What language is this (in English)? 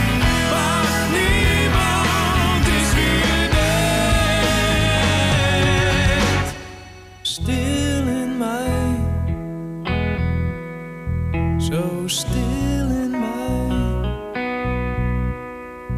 Dutch